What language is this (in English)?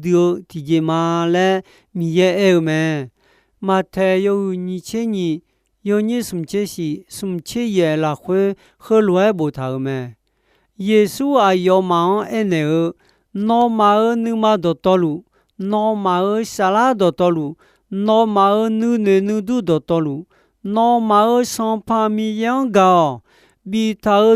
Akha